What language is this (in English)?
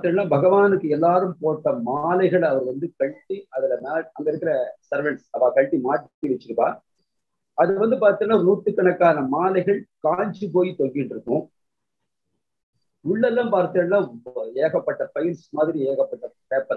Tamil